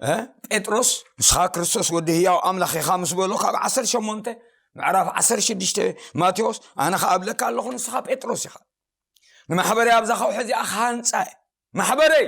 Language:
Tigrinya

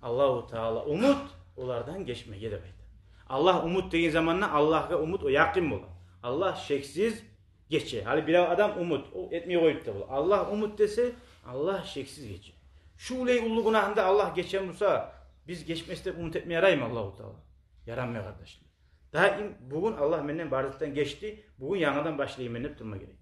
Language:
Kumyk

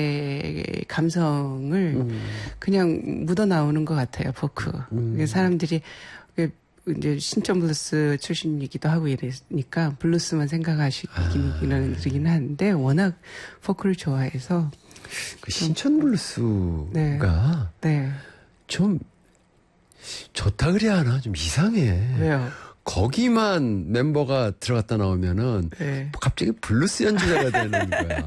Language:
Korean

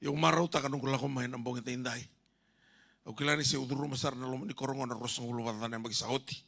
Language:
Fijian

